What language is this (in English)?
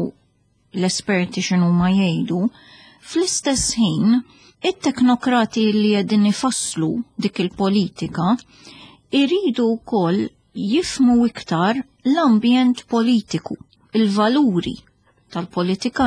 Maltese